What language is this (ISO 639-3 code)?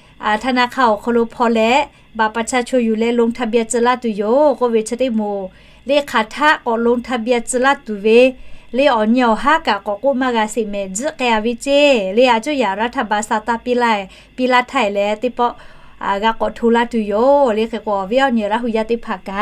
lhu